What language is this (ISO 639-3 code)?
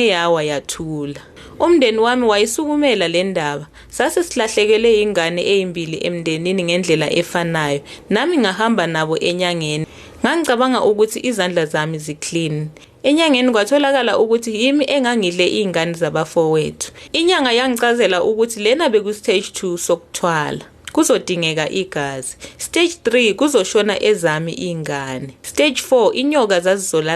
zul